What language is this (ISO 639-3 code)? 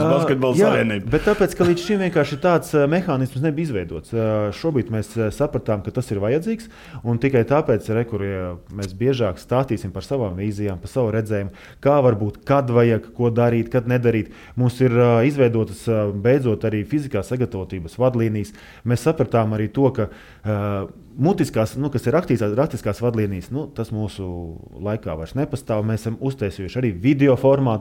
lav